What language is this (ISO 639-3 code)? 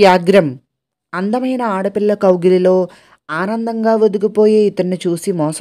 tel